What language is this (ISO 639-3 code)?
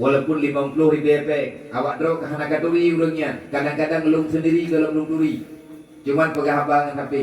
ace